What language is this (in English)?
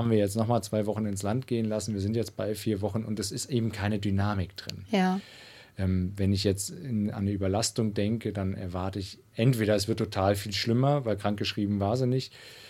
German